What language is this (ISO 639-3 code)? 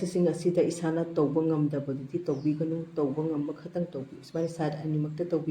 mni